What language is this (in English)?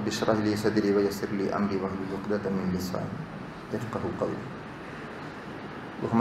Malayalam